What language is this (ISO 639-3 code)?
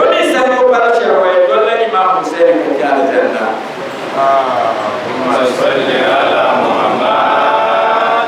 dag